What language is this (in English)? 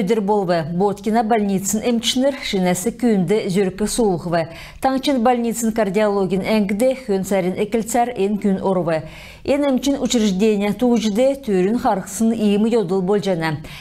Kalmyk